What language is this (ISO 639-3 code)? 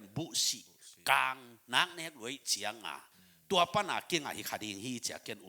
ctd